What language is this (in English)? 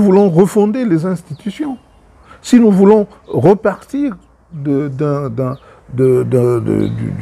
French